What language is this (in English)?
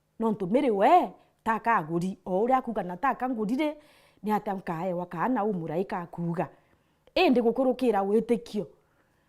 Meru